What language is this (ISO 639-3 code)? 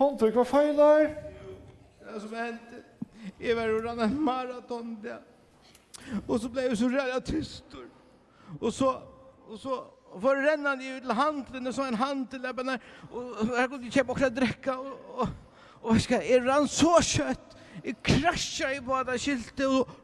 fao